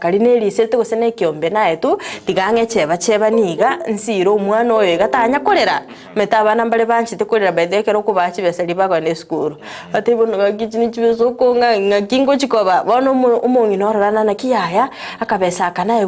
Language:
Gusii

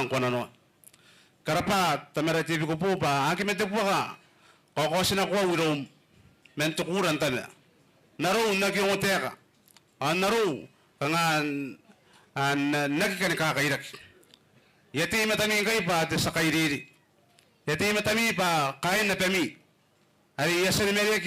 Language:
Gilbertese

